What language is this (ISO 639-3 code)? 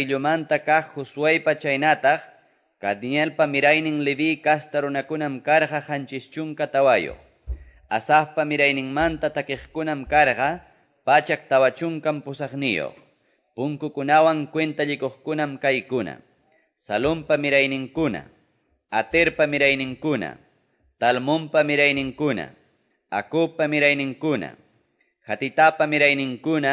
que